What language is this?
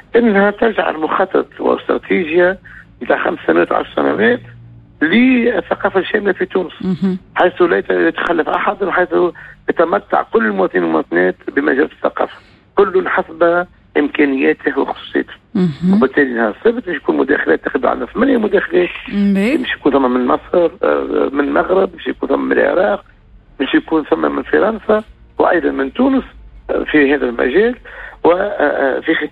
Tunisian Arabic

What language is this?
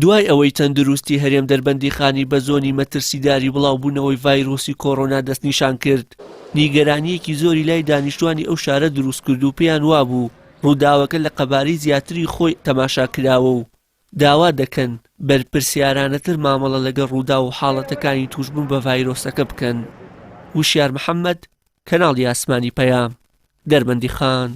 Central Kurdish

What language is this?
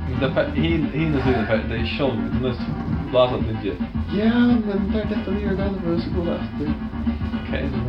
Faroese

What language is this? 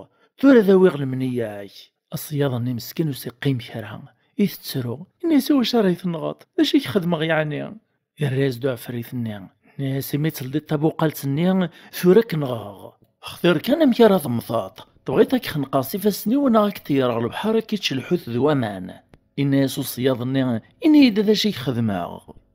Kabyle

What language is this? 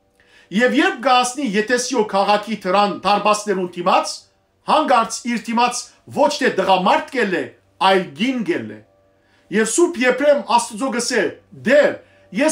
Western Armenian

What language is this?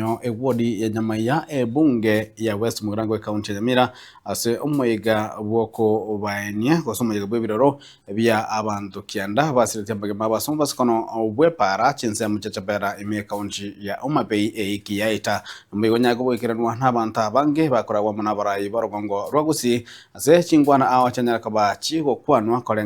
Gusii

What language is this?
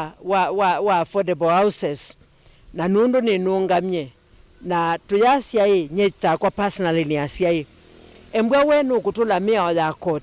Kamba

